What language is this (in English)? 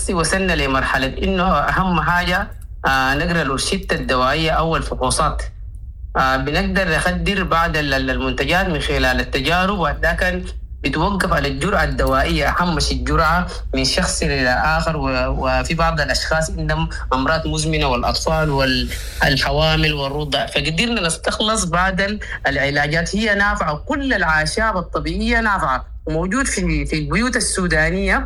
Sudanese Arabic